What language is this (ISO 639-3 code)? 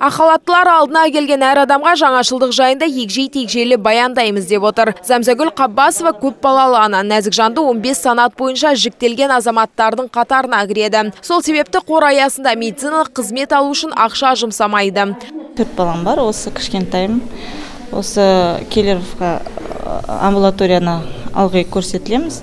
kaz